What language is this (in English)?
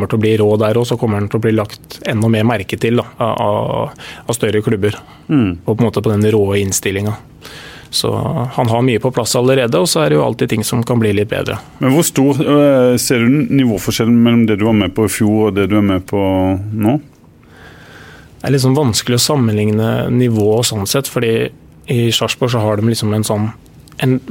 Norwegian